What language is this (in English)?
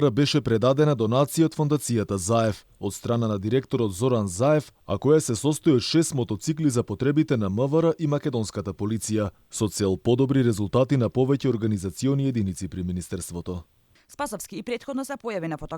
Macedonian